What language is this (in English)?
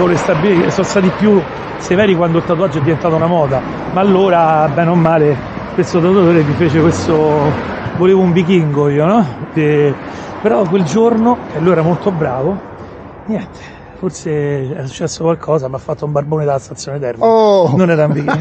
Italian